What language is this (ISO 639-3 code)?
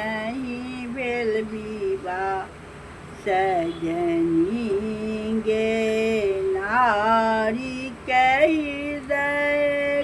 mai